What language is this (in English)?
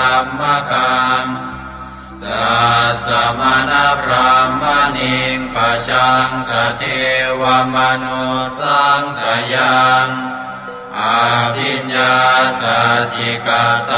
Pali